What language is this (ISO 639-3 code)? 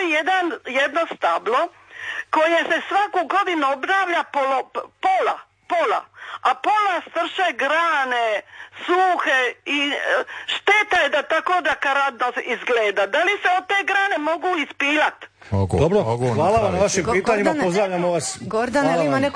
hrv